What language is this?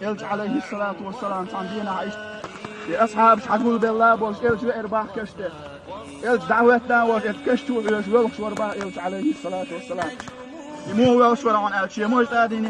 Chechen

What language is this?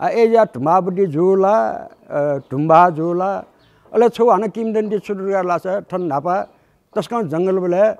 Nepali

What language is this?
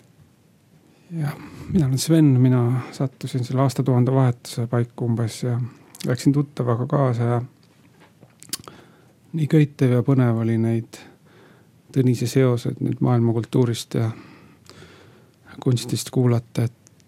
Estonian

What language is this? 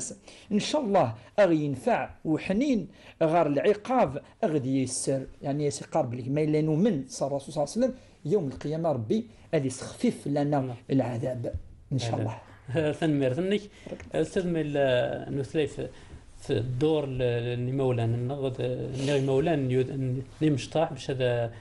Kabyle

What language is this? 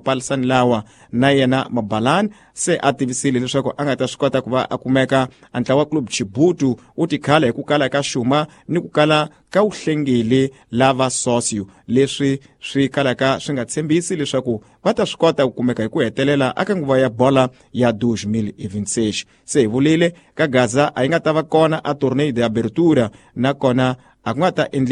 Tsonga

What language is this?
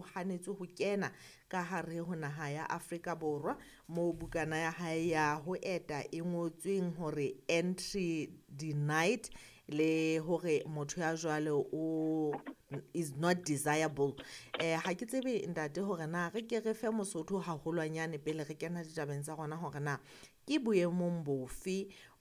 Southern Sotho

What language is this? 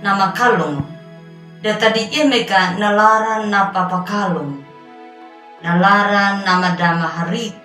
Anakalangu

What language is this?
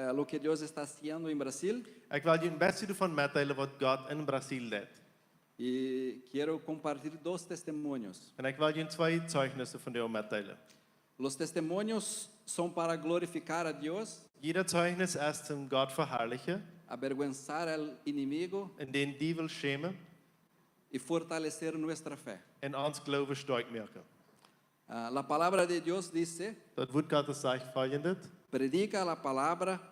Plautdietsch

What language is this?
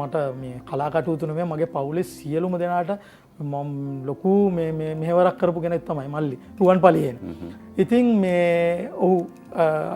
Sinhala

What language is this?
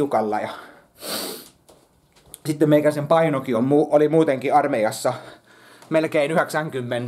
Finnish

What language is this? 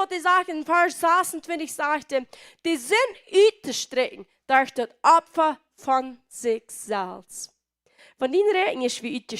Plautdietsch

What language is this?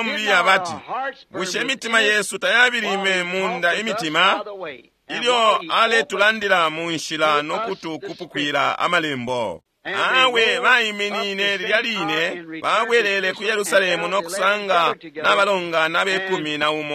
Bemba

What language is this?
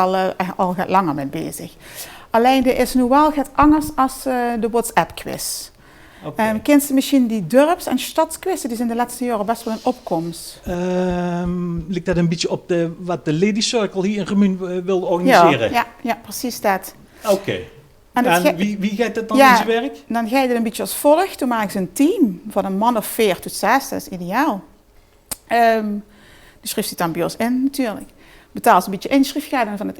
Limburgish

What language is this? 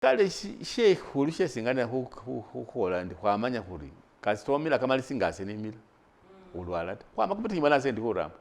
Masaaba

